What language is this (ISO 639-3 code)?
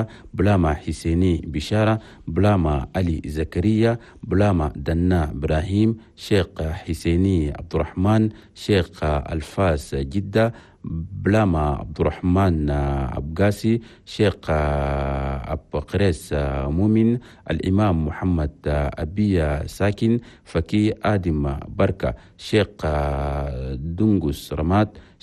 shu